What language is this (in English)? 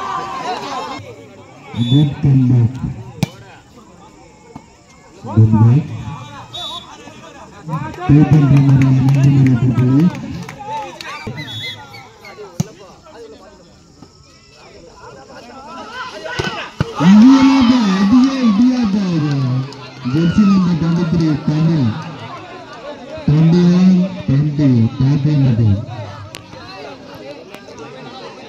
Tamil